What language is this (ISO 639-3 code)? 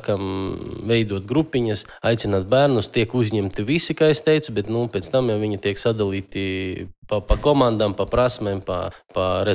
lav